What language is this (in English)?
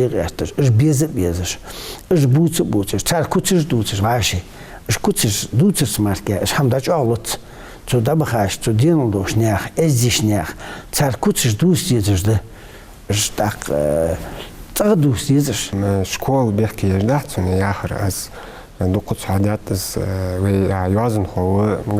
Ingush